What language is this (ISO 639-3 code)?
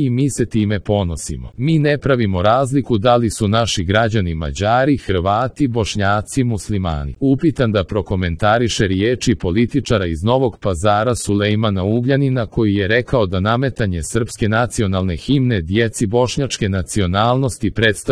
srp